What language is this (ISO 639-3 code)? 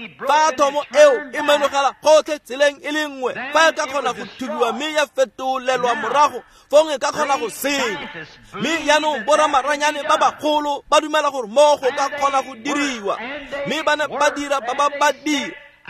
tsn